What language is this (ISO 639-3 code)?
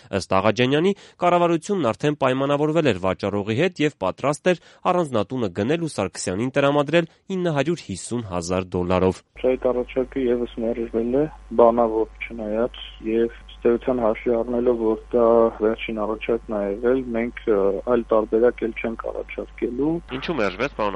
hye